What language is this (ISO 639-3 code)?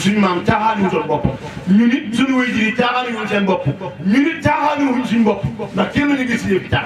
wol